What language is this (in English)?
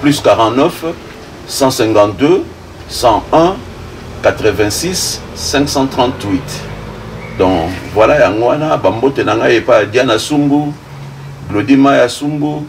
Lingala